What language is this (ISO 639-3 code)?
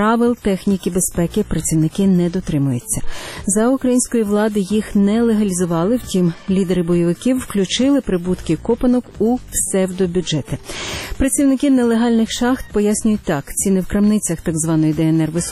ukr